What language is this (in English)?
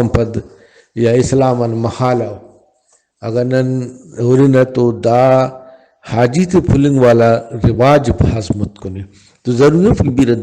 Brahui